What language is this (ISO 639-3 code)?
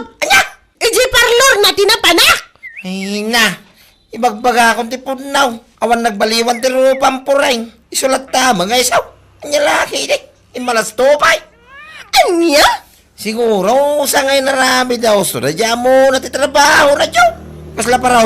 ilo